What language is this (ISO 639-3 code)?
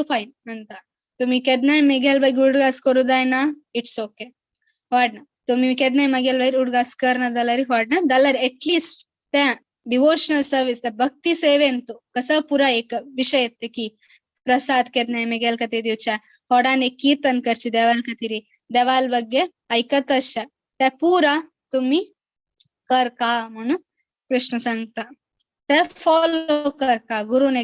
kok